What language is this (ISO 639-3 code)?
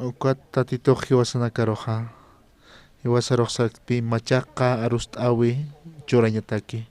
aym